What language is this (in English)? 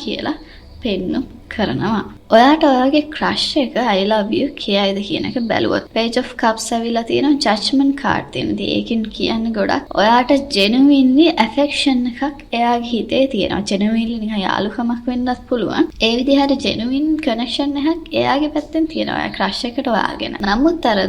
Sinhala